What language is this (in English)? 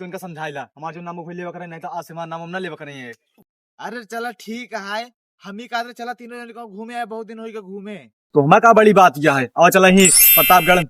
Awadhi